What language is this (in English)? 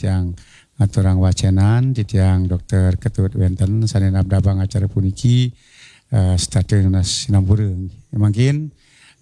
Balinese